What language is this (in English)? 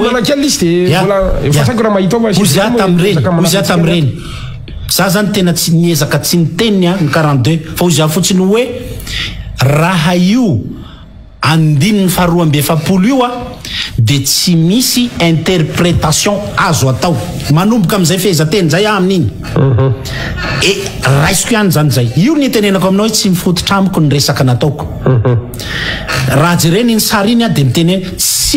Malagasy